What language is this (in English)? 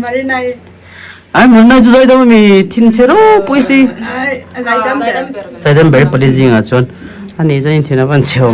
Mizo